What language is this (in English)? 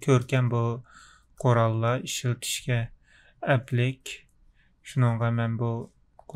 Uyghur